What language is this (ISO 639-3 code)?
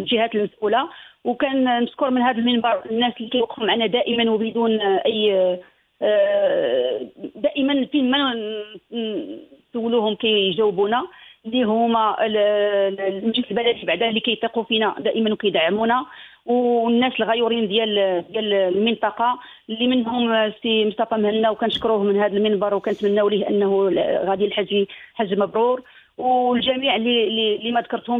ary